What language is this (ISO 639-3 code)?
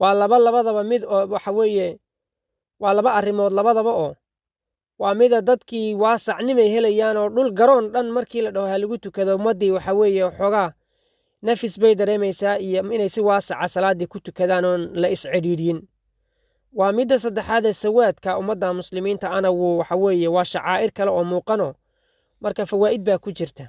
som